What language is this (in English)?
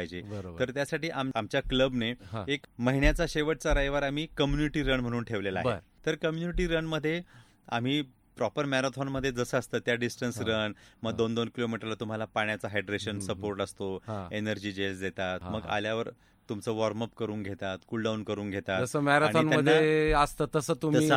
Marathi